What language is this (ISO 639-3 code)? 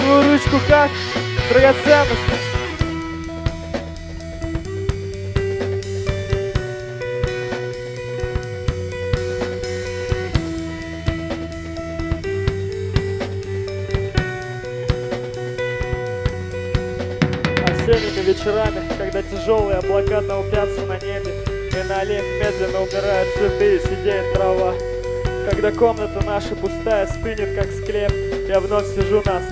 rus